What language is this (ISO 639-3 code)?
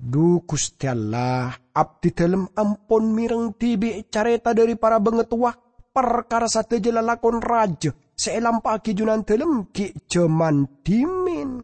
mad